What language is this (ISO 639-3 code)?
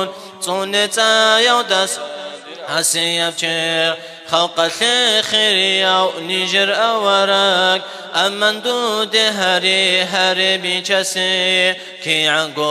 ava